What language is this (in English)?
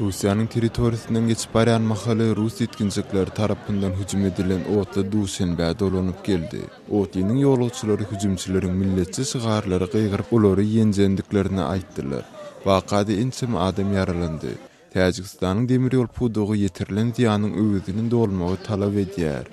Turkmen